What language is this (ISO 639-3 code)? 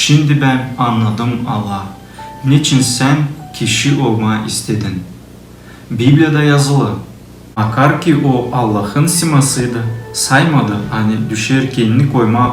gag